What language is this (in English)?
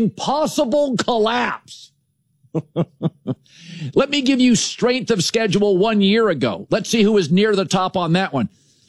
English